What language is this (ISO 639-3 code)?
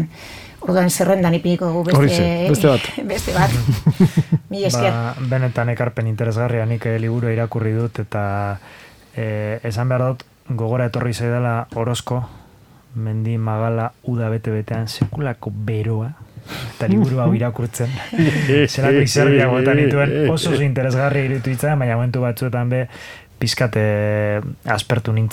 eus